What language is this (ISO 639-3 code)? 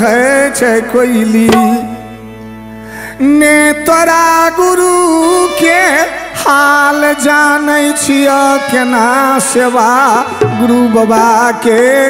bho